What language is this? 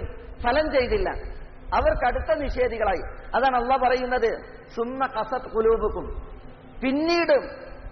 Malayalam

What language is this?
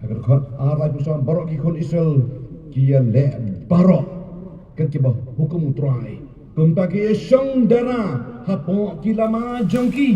Khasi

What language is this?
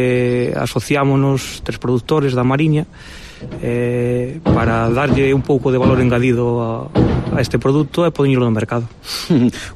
Galician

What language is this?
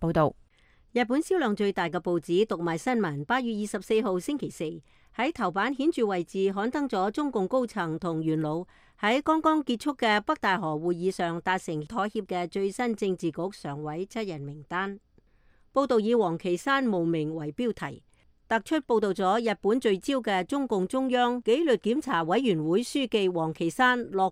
Cantonese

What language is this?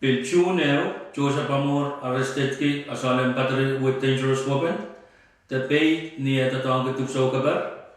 Pohnpeian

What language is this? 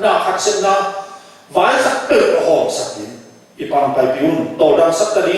Tedim Chin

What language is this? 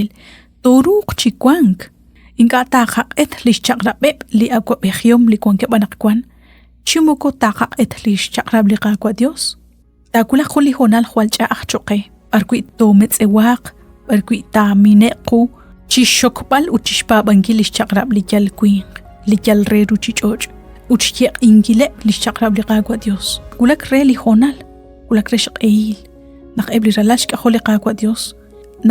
Kekchí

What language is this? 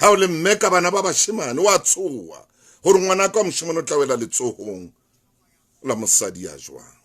Southern Sotho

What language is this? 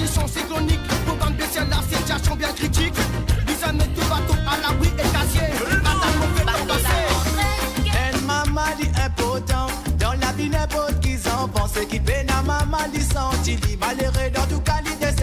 Morisyen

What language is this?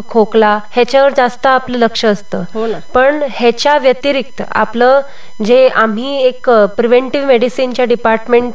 Marathi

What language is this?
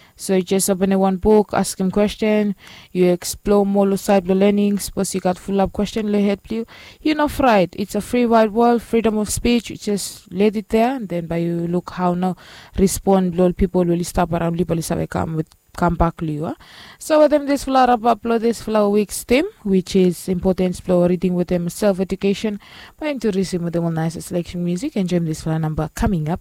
Bislama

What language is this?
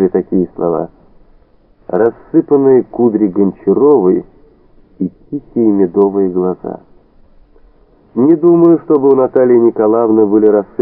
Russian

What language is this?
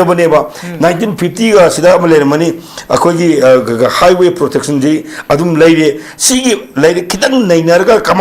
Manipuri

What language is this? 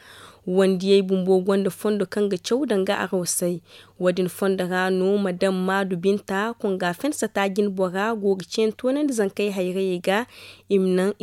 Zarma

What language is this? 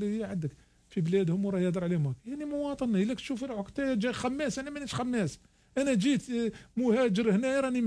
Algerian Arabic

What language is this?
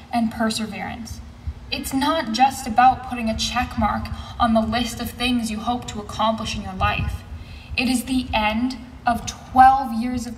English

